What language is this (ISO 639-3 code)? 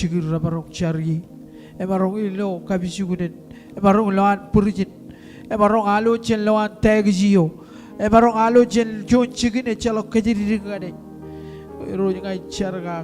mah